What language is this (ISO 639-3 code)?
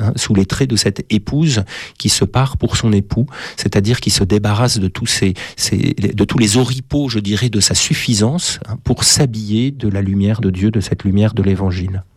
fra